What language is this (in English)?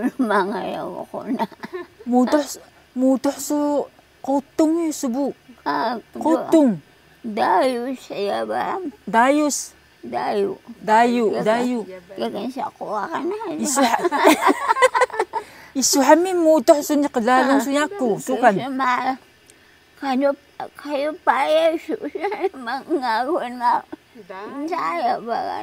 Taroko